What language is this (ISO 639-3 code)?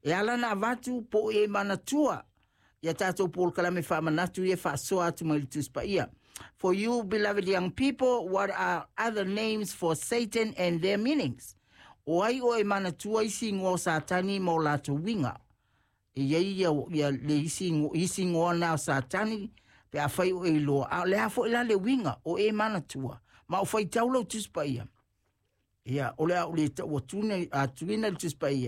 smo